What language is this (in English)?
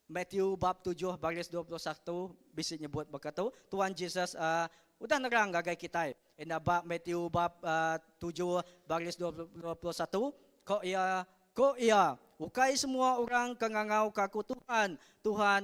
Iban